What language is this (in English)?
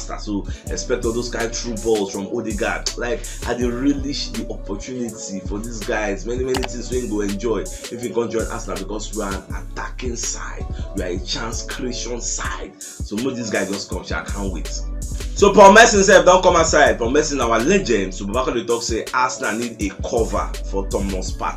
Nigerian Pidgin